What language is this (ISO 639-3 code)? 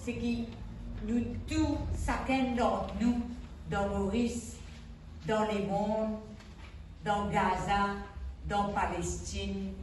mfe